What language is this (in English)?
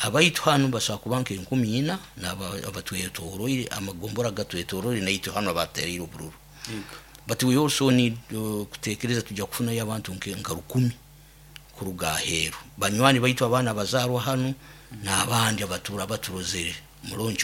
Nyoro